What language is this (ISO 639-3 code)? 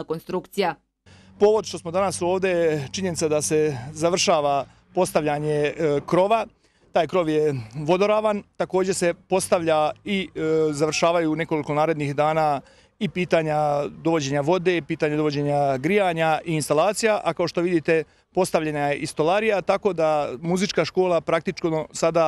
bos